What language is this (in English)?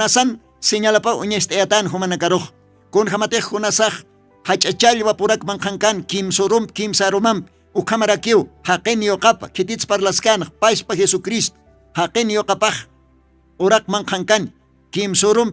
Aymara